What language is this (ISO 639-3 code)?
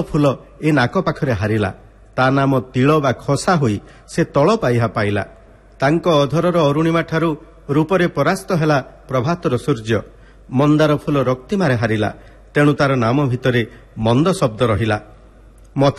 ori